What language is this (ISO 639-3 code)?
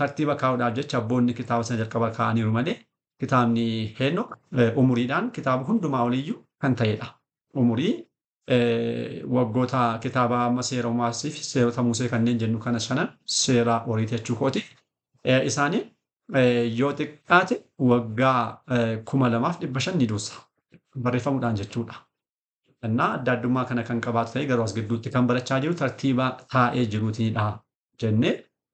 orm